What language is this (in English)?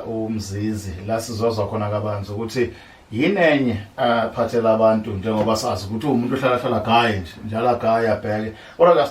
Zulu